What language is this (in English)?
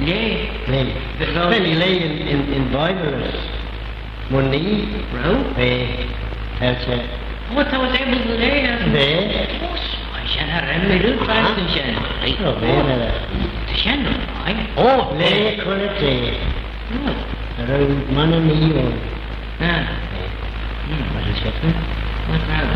Manx